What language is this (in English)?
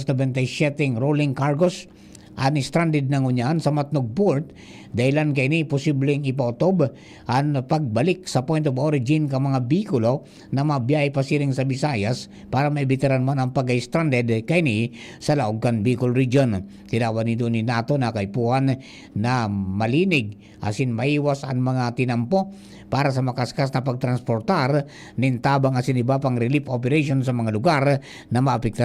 Bikol